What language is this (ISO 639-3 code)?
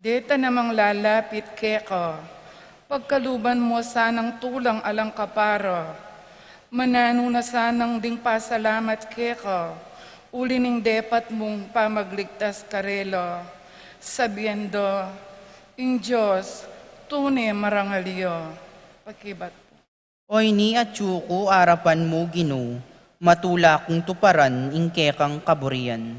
pam